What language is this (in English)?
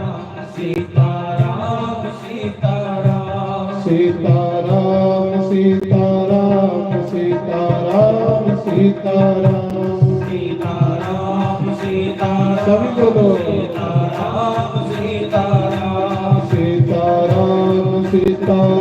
Dogri